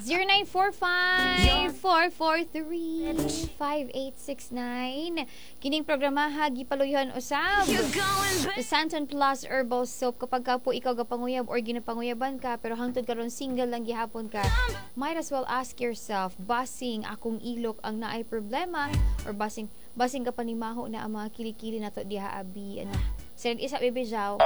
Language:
Cebuano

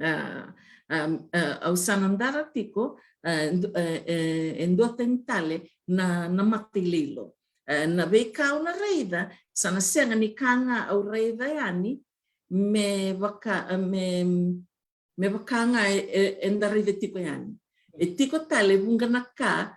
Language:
Fijian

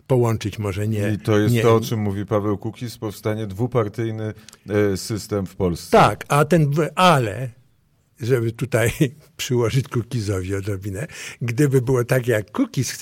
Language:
Polish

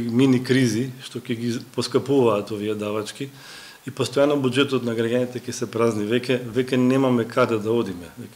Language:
Macedonian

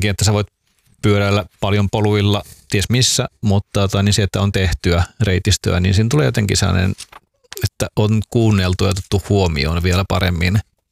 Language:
Finnish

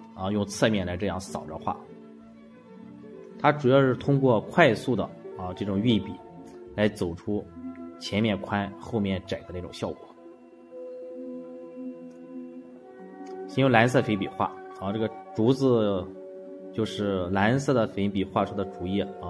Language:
Chinese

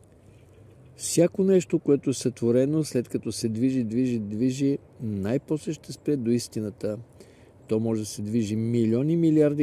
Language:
Bulgarian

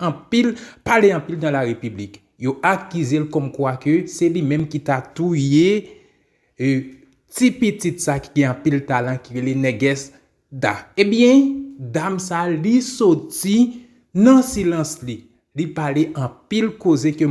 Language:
Haitian Creole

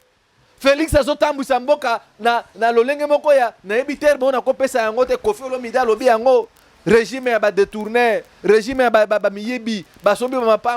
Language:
Lingala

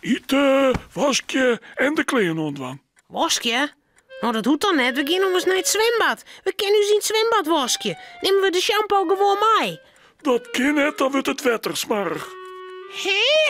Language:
Western Frisian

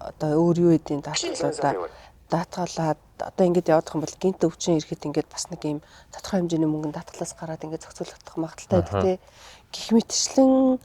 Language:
Mongolian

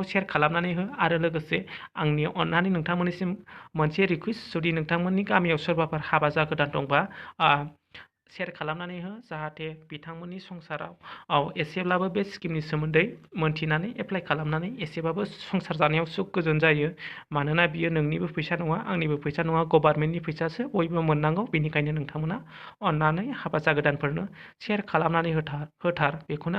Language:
Bodo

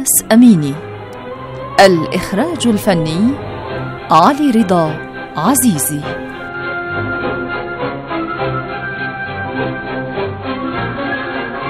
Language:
Arabic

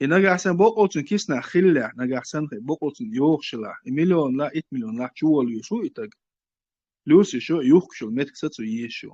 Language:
Chechen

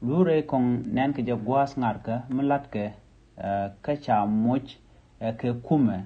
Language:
Nuer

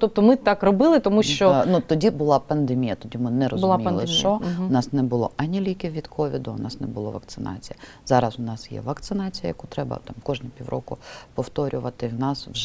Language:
Ukrainian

